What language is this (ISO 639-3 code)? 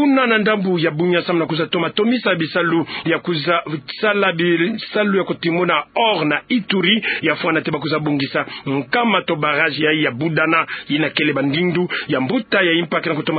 ktu